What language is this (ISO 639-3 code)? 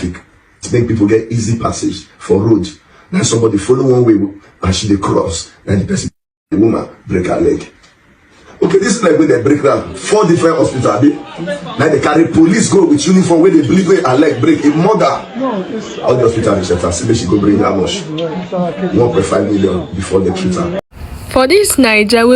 pcm